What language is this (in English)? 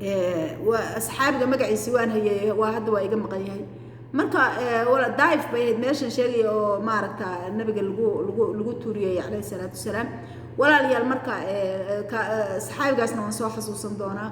Somali